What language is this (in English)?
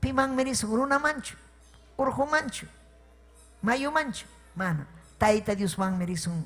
Ayacucho Quechua